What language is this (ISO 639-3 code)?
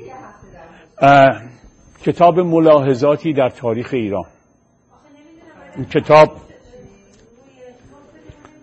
fas